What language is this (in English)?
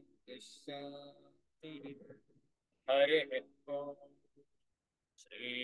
Kannada